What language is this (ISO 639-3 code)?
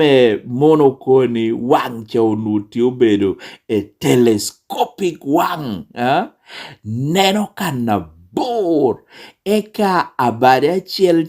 laj